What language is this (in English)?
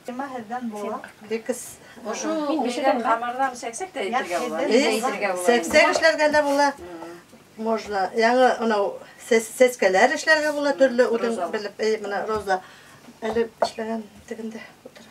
Bashkir